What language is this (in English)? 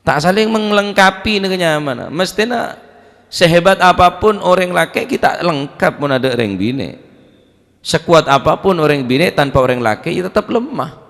Madurese